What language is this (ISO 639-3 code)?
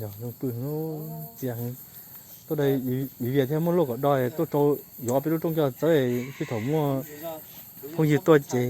hmn